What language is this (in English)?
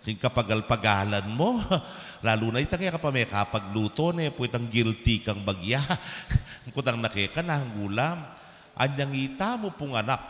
Pampanga